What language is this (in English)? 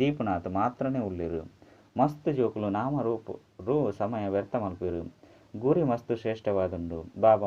Tulu